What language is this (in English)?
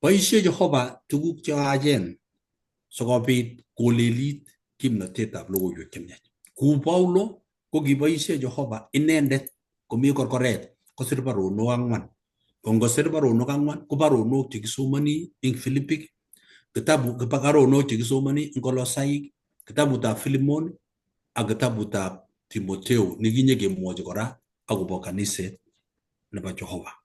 Kalenjin